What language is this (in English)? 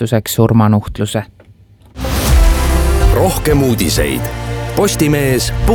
Estonian